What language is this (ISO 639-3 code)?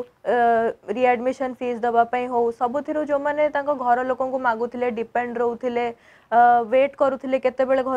ori